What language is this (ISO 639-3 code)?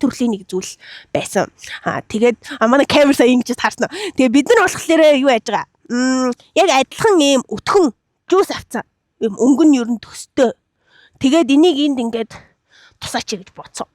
mon